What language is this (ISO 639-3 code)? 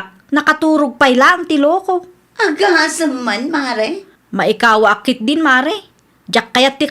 ilo